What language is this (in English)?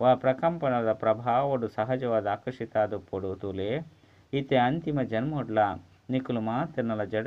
Tulu